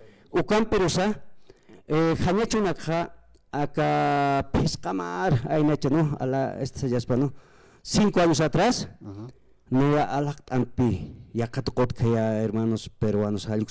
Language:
Aymara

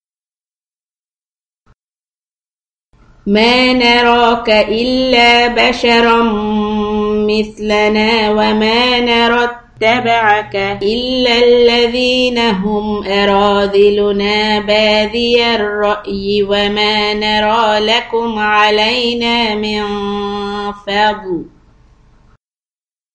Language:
Arabic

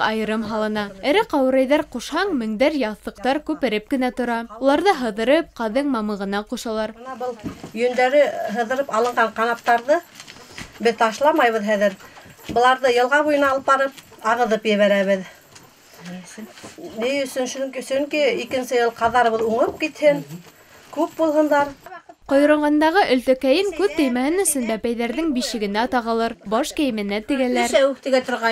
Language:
Bashkir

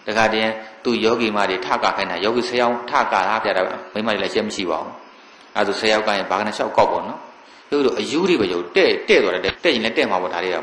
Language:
Burmese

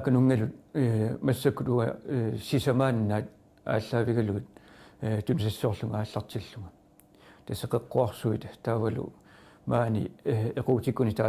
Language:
Kalaallisut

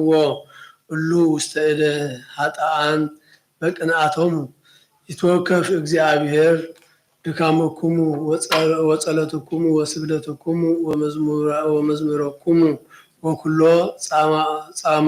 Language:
Geez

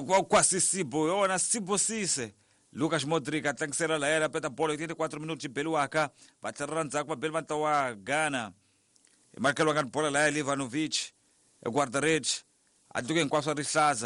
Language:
Tsonga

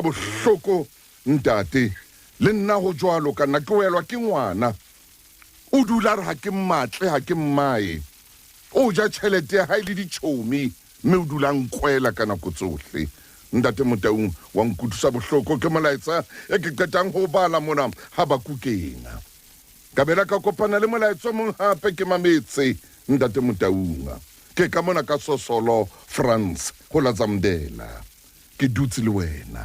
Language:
Southern Sotho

